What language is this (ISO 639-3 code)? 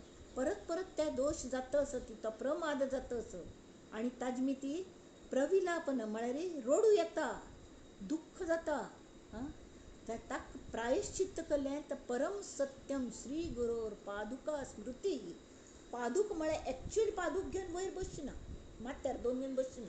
kok